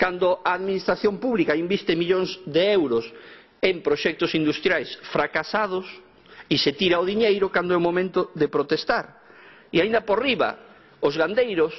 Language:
Galician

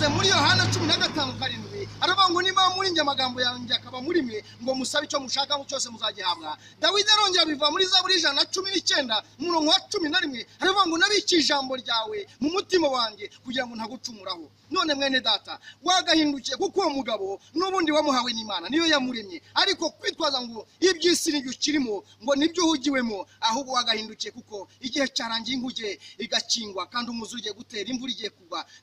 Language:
Kinyarwanda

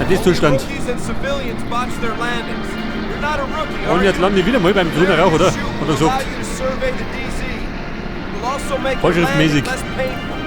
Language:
Bavarian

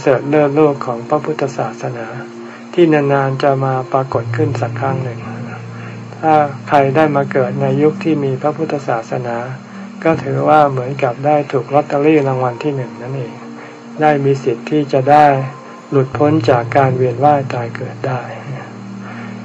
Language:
Thai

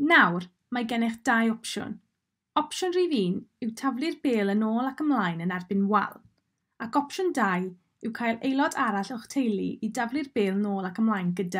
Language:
Welsh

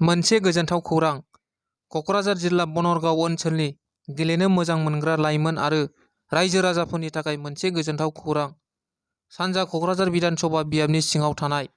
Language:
Bodo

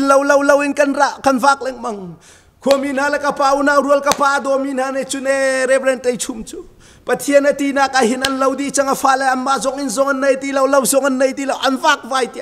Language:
Hakha Chin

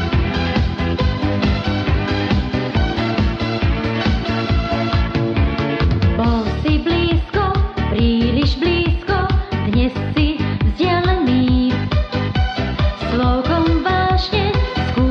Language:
Slovak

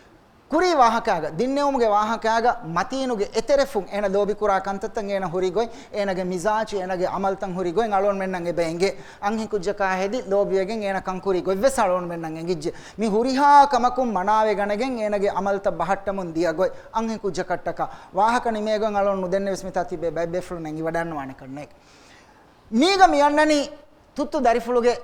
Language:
Divehi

